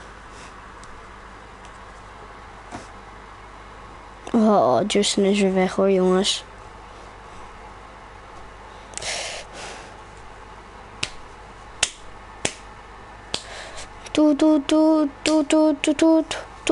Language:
Dutch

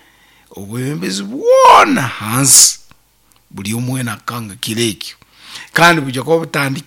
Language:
Nyankole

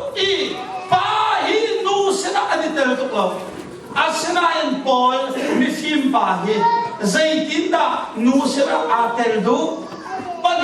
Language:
Hakha Chin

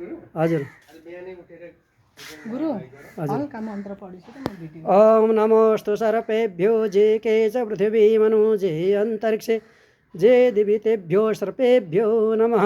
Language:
Nepali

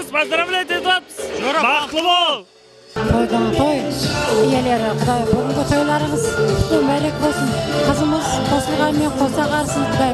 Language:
Kara-Kalpak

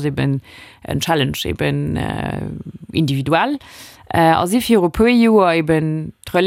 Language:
Luxembourgish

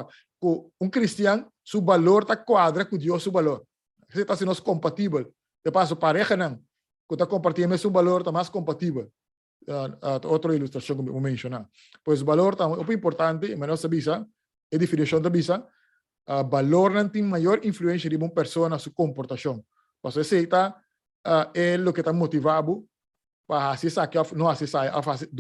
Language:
Papiamento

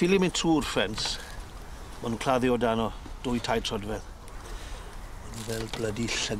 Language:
Welsh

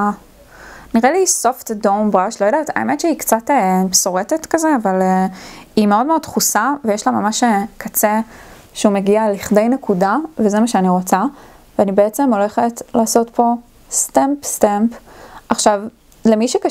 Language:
Hebrew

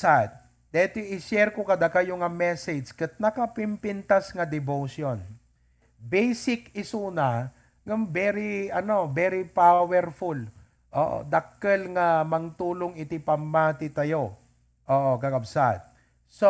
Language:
Iloko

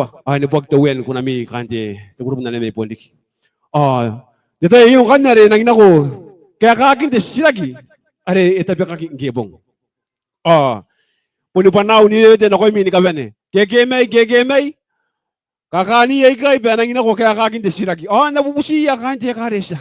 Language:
Gilbertese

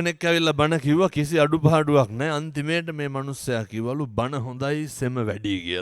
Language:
Sinhala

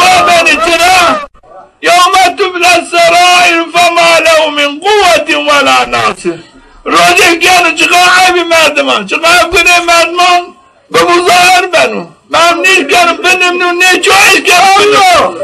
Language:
Zaza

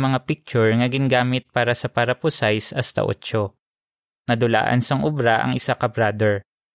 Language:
Hiligaynon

